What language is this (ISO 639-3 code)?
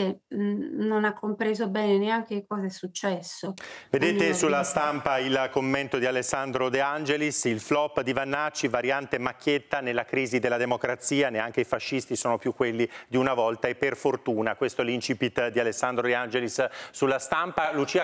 ita